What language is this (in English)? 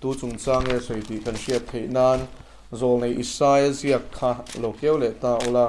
Mizo